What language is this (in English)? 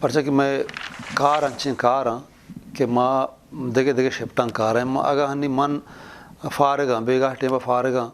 Eastern Balochi